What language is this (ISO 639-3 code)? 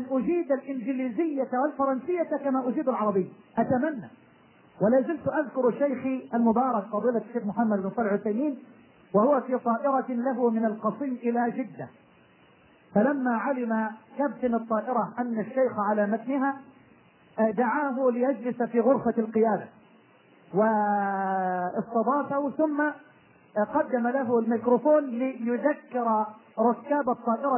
ara